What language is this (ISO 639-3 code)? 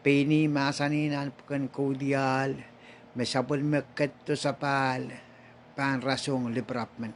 pon